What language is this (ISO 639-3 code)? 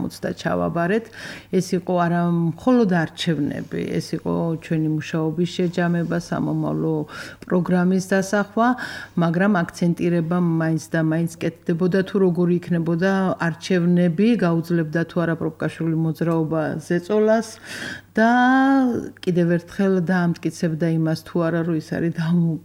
kat